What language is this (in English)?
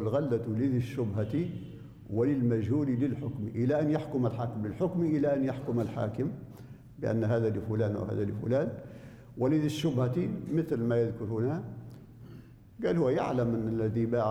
Arabic